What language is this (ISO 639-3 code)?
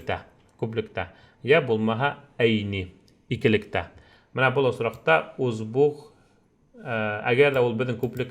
bak